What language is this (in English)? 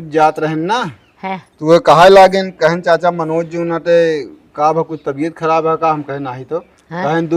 Awadhi